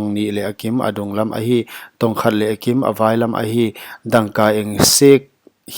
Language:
Paite Chin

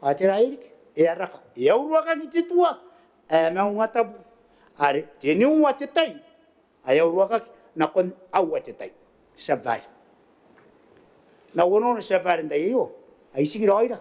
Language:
Gilbertese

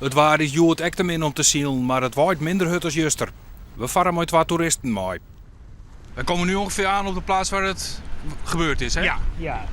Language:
Western Frisian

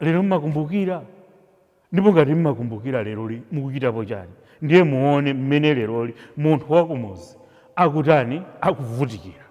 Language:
Nyanja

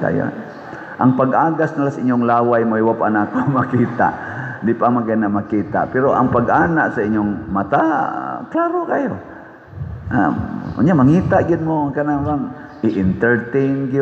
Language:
Cebuano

